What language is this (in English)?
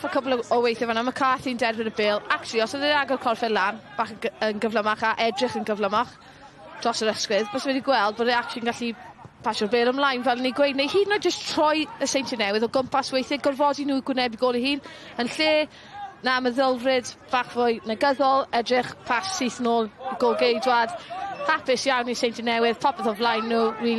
Welsh